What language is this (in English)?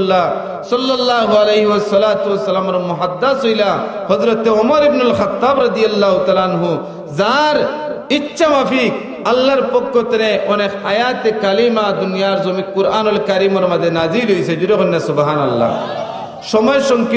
Sylheti